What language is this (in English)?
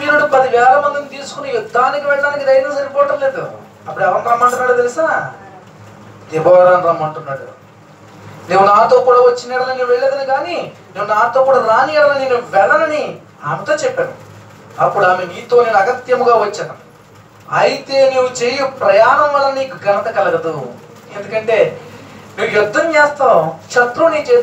Telugu